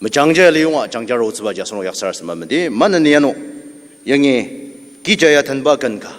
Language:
Ao Naga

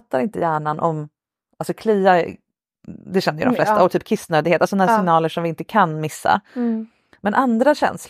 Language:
Swedish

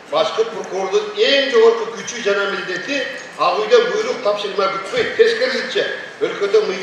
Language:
Kyrgyz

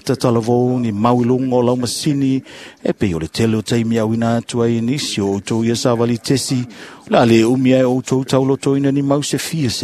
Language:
Samoan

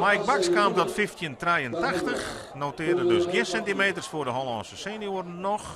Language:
Western Frisian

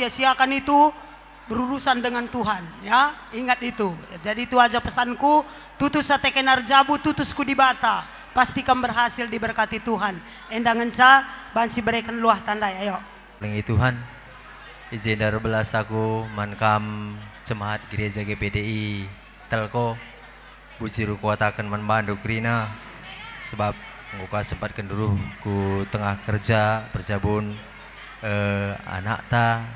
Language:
Batak Karo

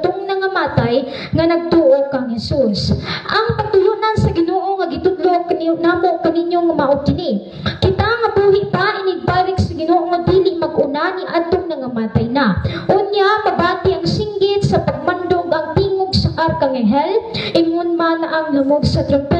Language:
Cebuano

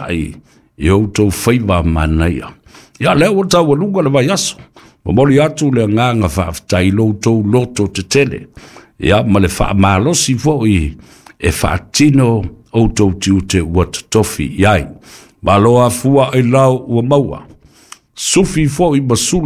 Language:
Samoan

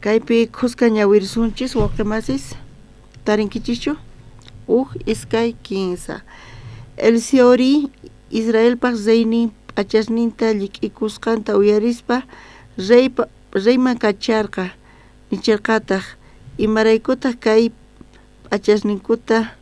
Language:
South Bolivian Quechua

